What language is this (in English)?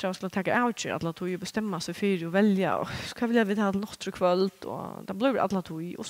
Faroese